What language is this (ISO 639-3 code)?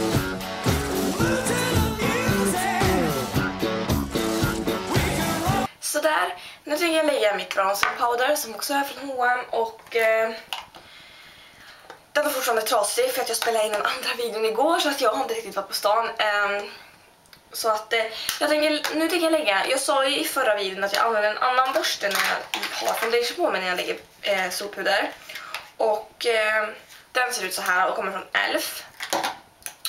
swe